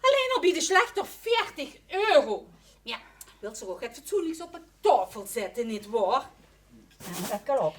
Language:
Limburgish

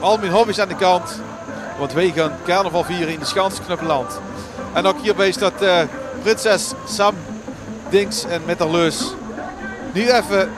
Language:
Limburgish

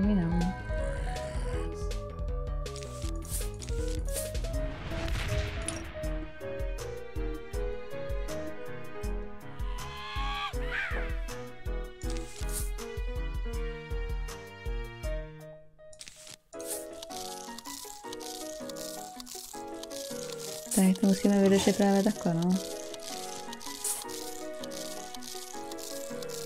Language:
Czech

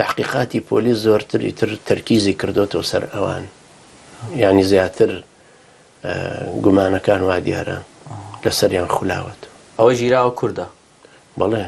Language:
Central Kurdish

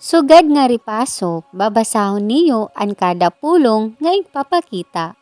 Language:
Waray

